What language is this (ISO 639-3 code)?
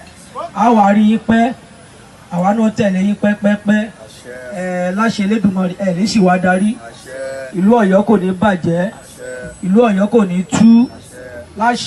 yor